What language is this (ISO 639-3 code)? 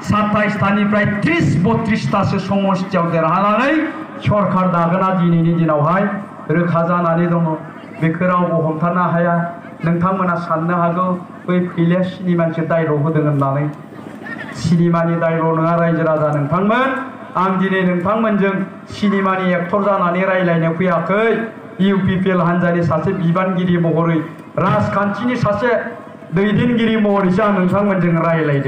brx